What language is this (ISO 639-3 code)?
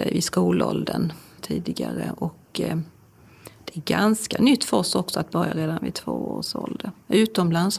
swe